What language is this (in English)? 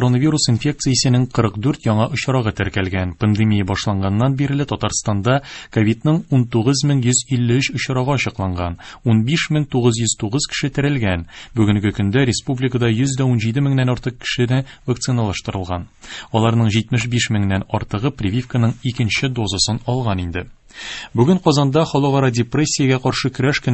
Tatar